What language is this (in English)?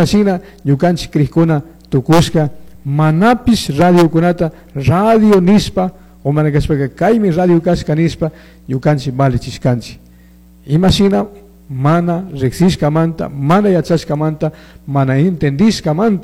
Chimborazo Highland Quichua